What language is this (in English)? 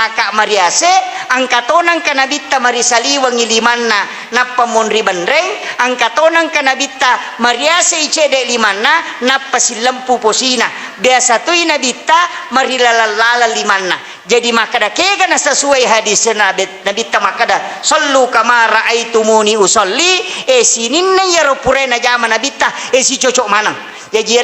Buginese